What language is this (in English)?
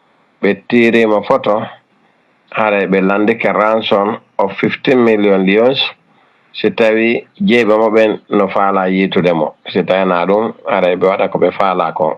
Fula